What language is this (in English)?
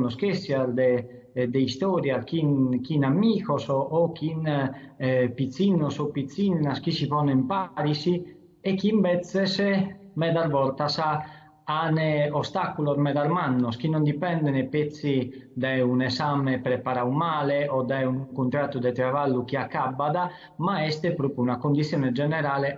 Sardinian